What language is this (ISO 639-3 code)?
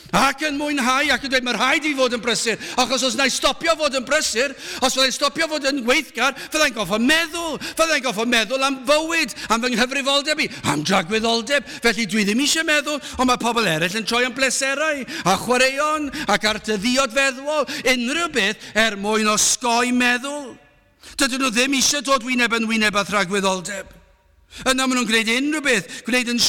cym